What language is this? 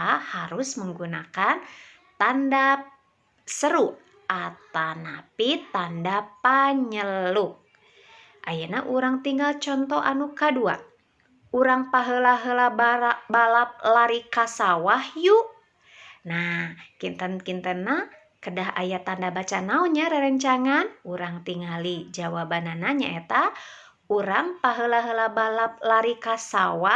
Sundanese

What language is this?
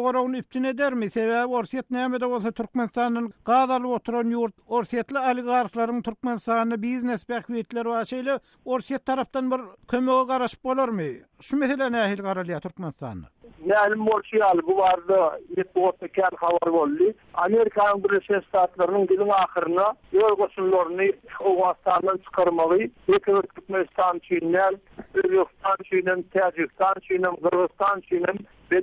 Turkmen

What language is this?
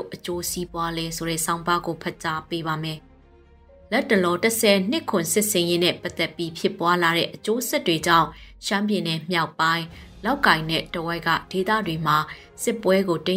Burmese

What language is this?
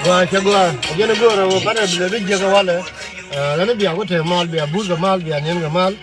Nuer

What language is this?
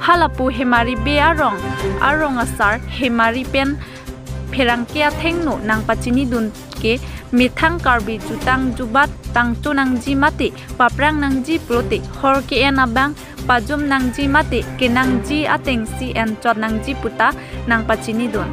Karbi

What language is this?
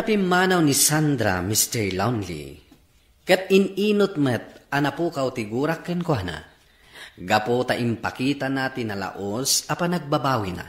Iloko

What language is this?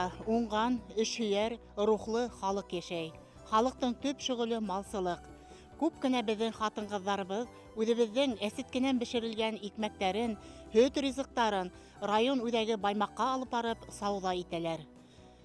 Bashkir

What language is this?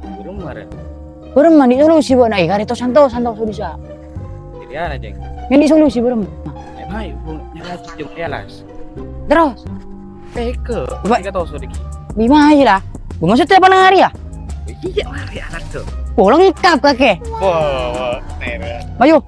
Madurese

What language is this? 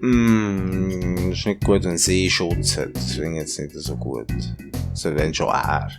Swiss German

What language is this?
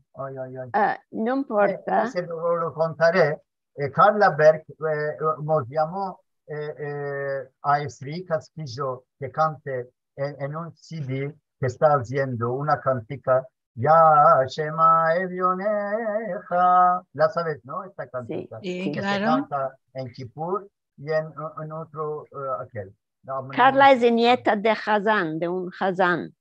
Ladino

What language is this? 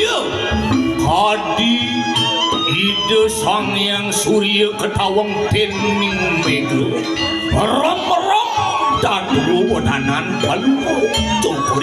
Balinese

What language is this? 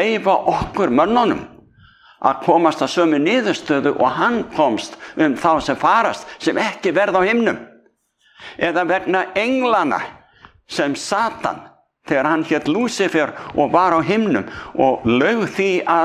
Icelandic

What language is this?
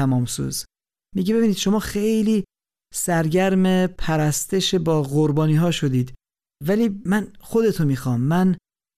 Persian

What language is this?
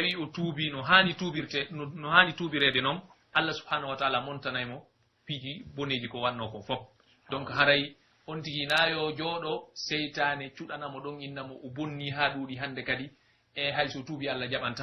Pular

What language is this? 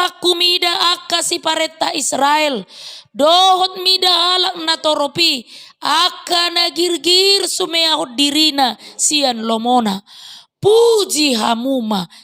Batak Toba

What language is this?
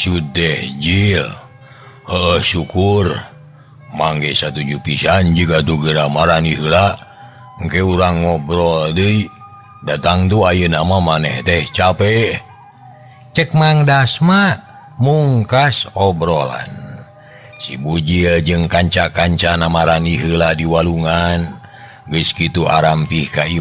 Sundanese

